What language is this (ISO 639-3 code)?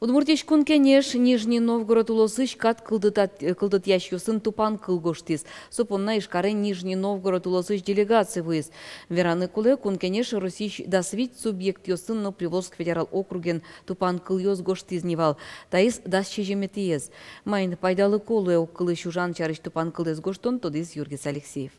udm